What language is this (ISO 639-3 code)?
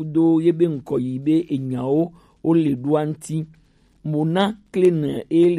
gej